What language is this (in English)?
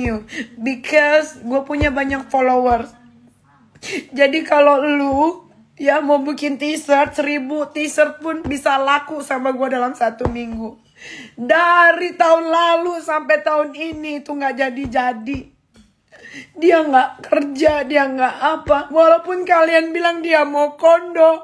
Indonesian